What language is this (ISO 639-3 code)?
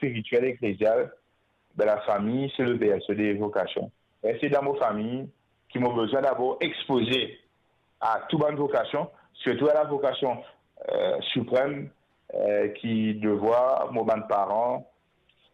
mfe